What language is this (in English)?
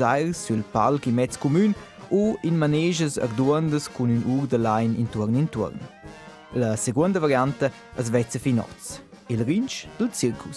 Romansh